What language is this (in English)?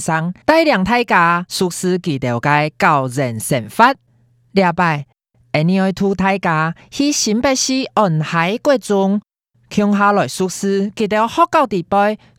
Hakka Chinese